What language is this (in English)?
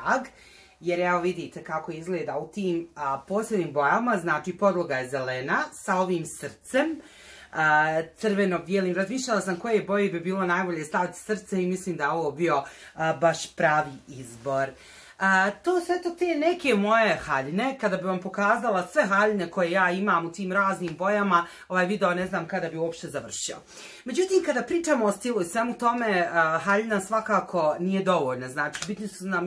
Bosnian